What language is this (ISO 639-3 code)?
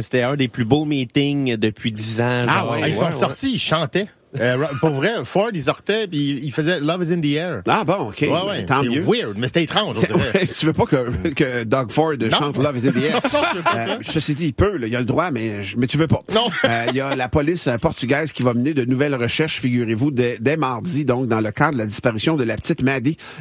fra